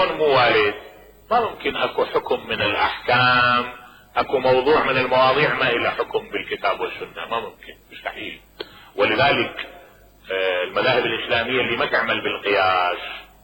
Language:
Mesopotamian Arabic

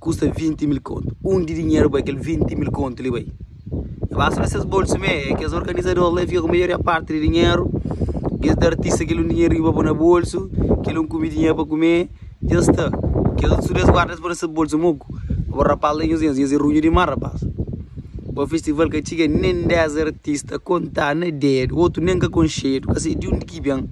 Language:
Kabuverdianu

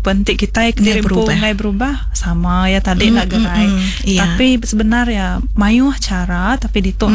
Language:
Iban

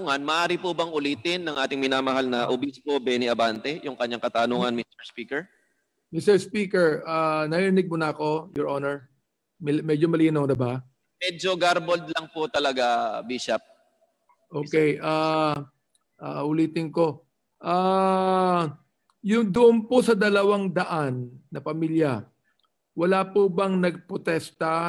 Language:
Filipino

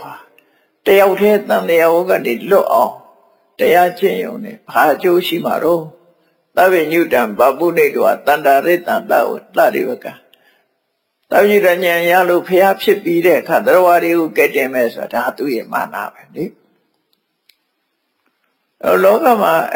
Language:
Burmese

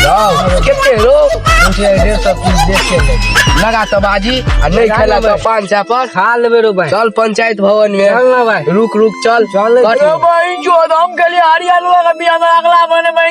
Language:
Maithili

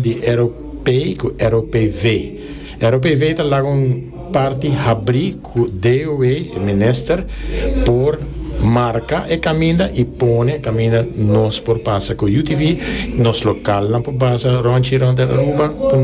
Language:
Papiamento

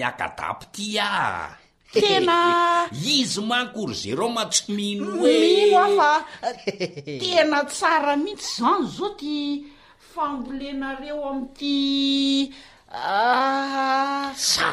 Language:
Malagasy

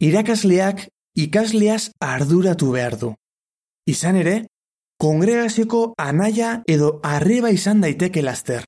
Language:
Basque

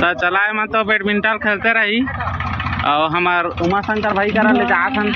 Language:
Chhattisgarhi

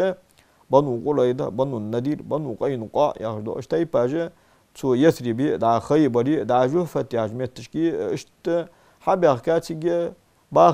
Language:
Ingush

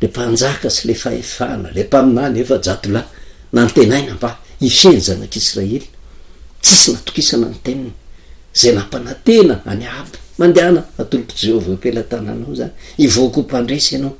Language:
Malagasy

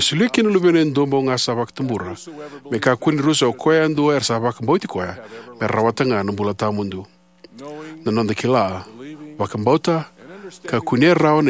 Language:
Fijian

